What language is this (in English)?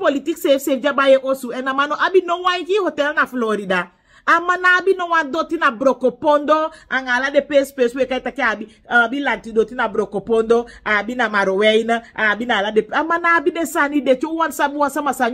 Sranan Tongo